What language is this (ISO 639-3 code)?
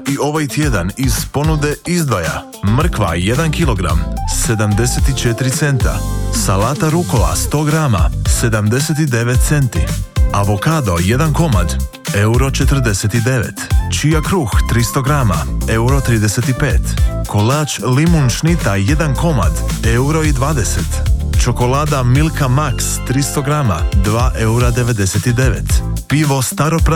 hrv